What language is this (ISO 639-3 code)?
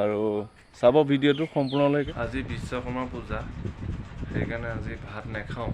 asm